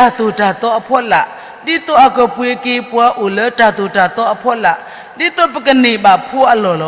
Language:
S'gaw Karen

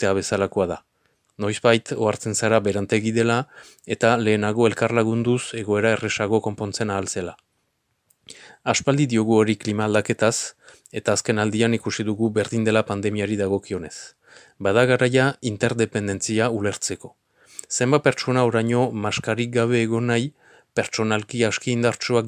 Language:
Basque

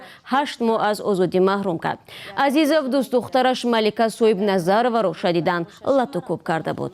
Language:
Tajik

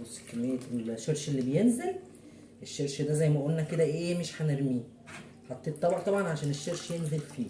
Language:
Egyptian Arabic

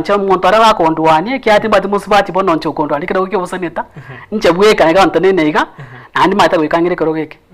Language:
Gusii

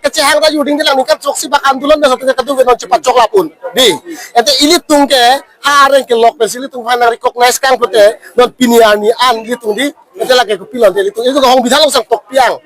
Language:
Karbi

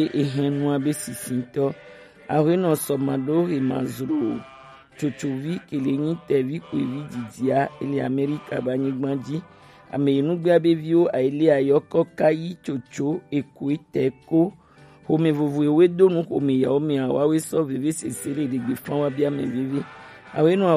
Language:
Gen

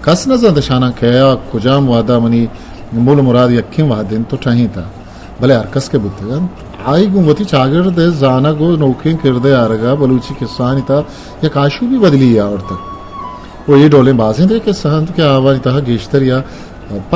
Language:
Eastern Balochi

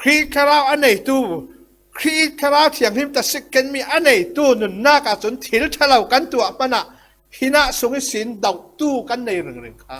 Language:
Falam Chin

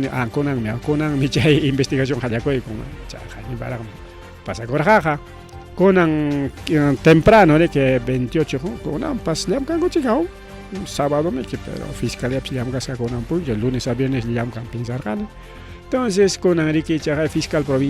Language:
Ayacucho Quechua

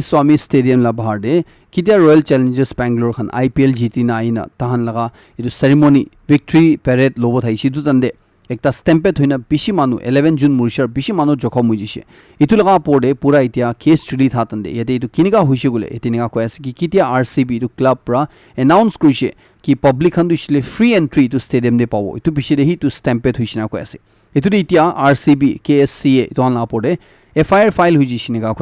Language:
Naga Pidgin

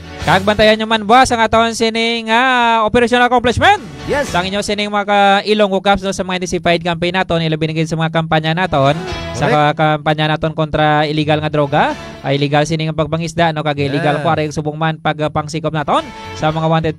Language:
Hiligaynon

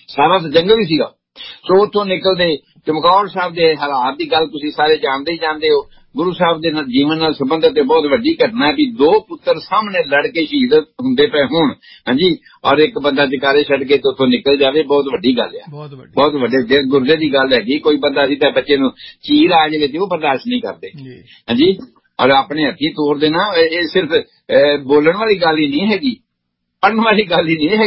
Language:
Punjabi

